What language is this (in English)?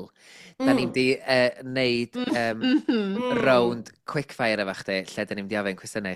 Welsh